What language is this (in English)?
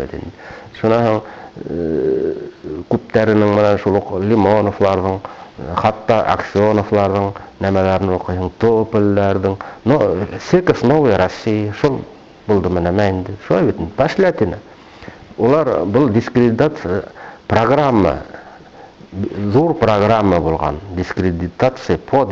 Bashkir